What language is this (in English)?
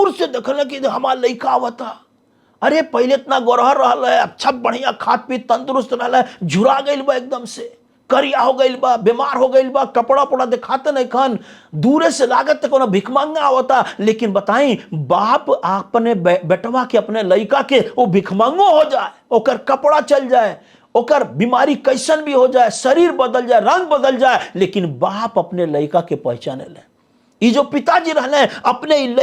Bhojpuri